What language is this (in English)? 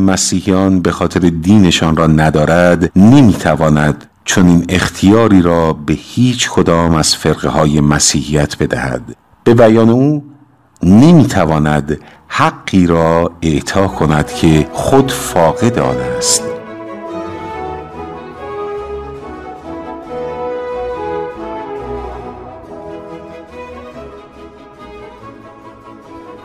Persian